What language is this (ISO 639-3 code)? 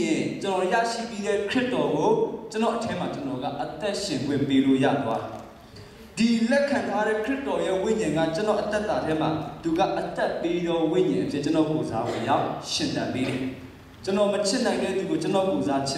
mya